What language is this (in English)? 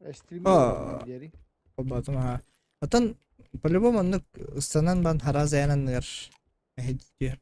Yakut